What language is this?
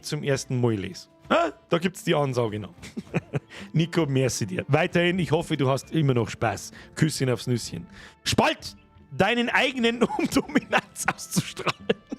Bavarian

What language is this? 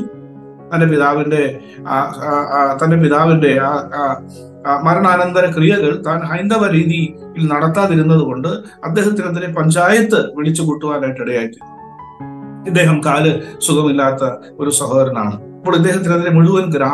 Malayalam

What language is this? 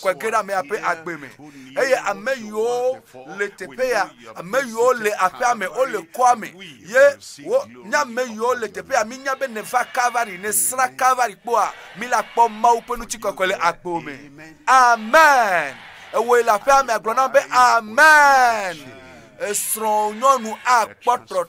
Ewe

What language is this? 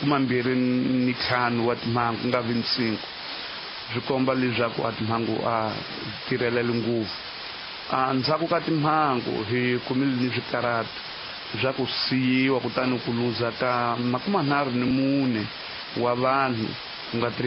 Tsonga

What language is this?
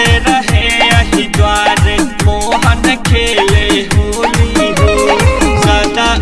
Bhojpuri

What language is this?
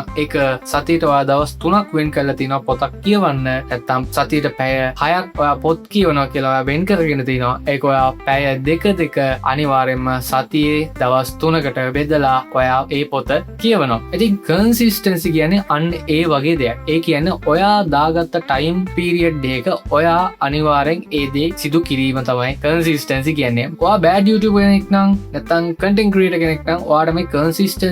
Sinhala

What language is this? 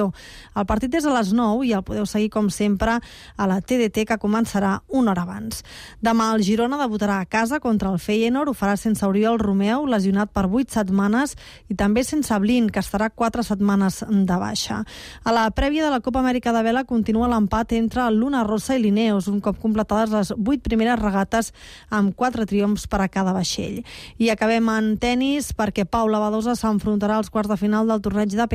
Catalan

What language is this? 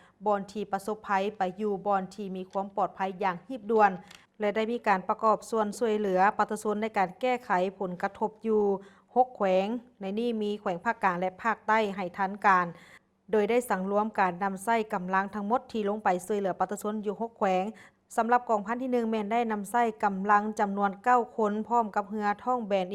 Lao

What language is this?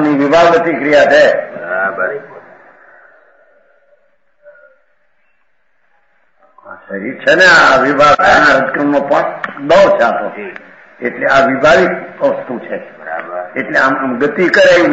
Gujarati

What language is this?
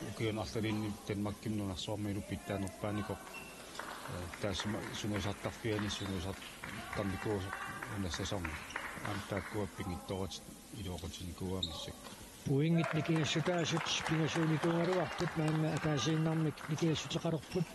Kalaallisut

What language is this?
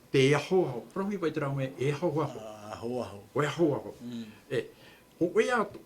Tahitian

